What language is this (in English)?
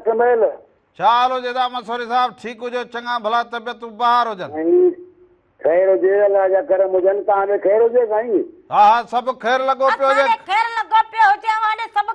Sindhi